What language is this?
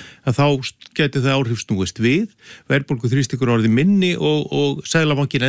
Icelandic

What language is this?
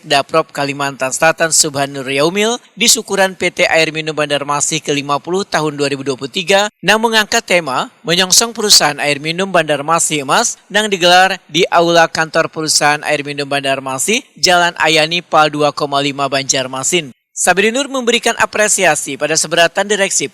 Banjar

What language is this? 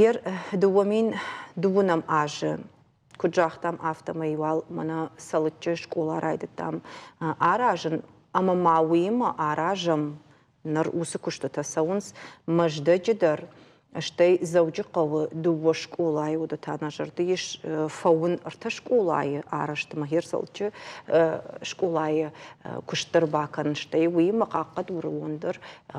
Ossetic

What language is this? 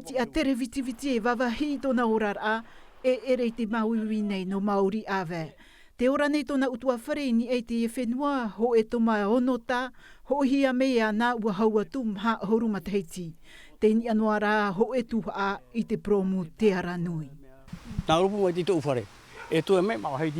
Tahitian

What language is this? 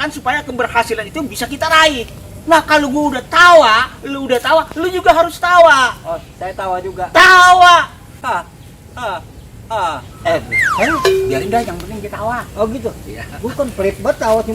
Betawi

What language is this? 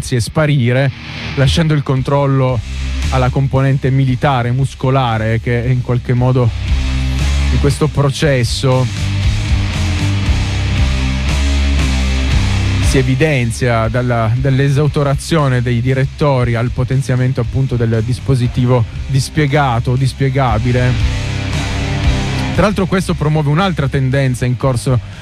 Italian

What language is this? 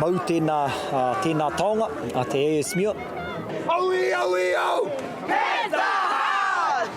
Māori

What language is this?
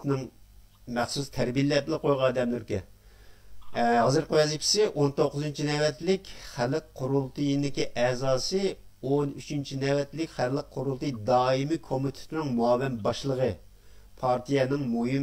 Uyghur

